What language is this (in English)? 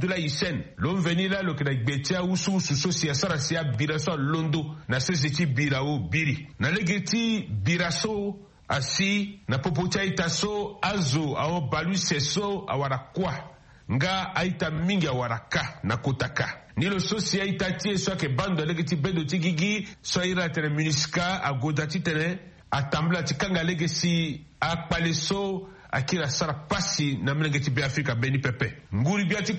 Sango